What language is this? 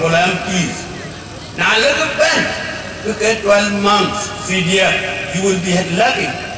Dinka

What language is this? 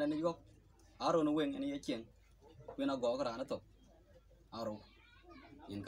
Dinka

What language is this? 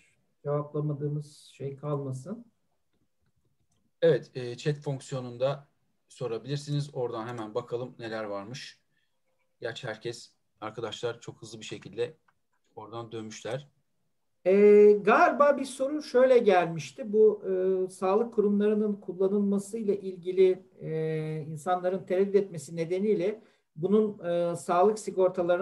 Turkish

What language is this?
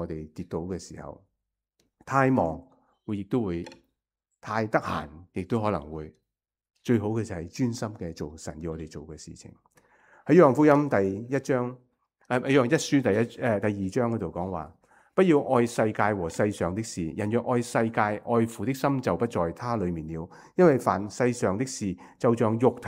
Cantonese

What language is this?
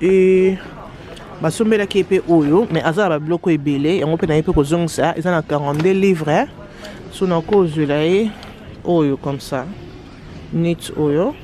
Lingala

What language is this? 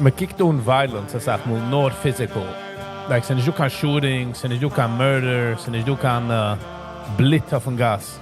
Yiddish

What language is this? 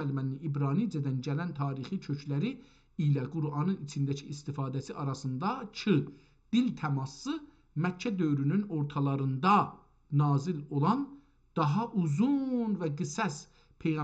South Azerbaijani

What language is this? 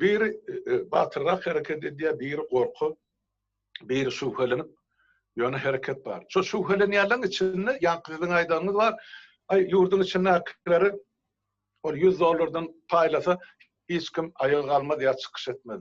Turkmen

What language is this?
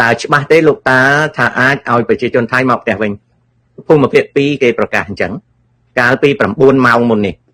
Khmer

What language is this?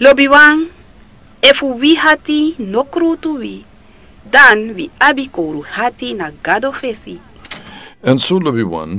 Sranan Tongo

